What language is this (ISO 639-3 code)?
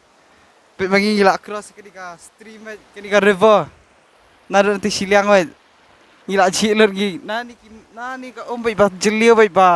kha